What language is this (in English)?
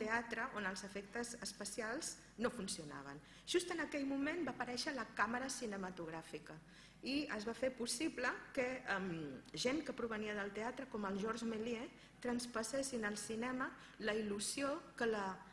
Catalan